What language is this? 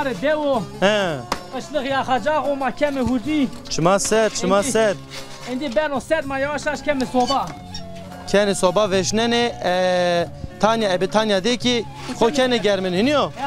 Zaza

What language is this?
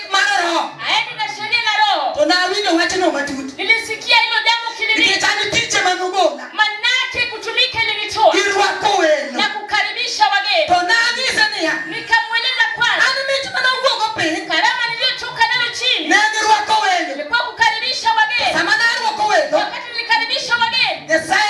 Luo (Kenya and Tanzania)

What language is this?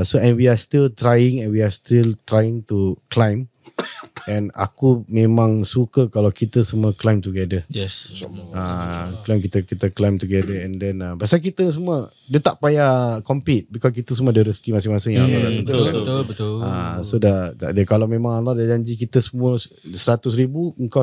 Malay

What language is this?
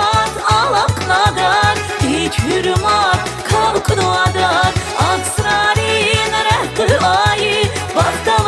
Tabassaran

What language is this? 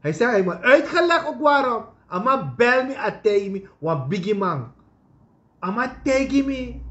Sranan Tongo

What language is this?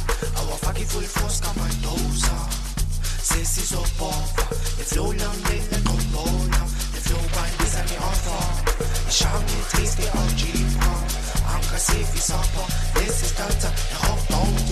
Swahili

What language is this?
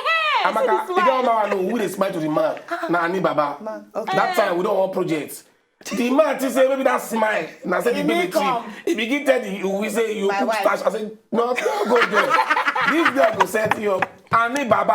Nigerian Pidgin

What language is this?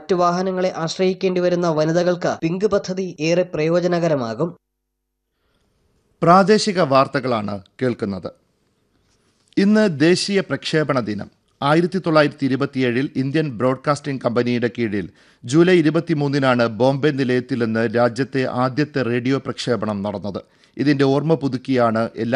Malayalam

